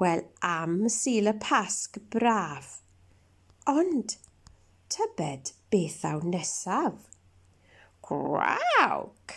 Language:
Welsh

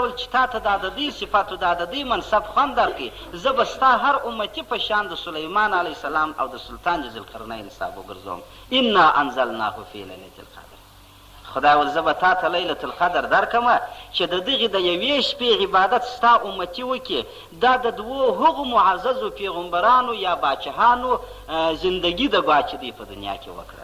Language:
Pashto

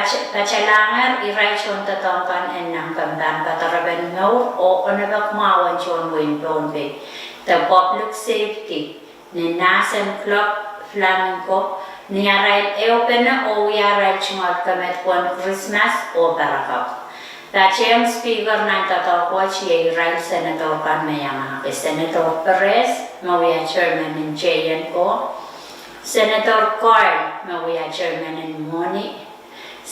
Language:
Pohnpeian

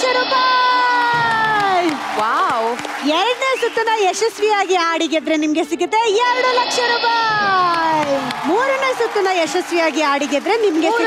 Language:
Kannada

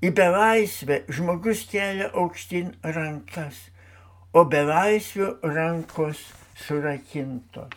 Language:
Lithuanian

